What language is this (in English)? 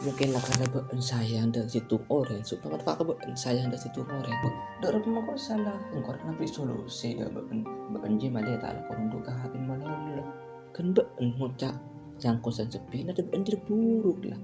Madurese